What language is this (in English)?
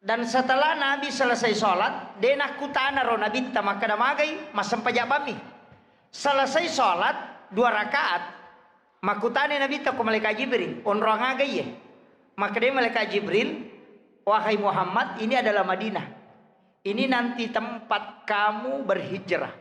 Buginese